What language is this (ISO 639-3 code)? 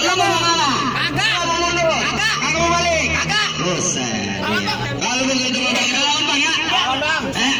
bew